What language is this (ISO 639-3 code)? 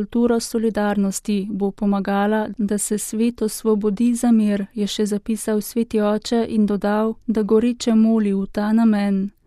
slv